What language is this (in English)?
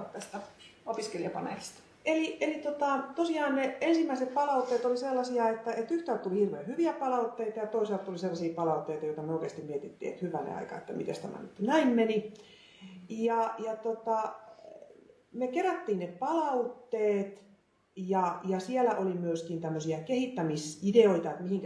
Finnish